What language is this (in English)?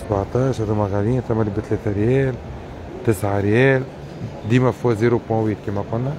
Tunisian Arabic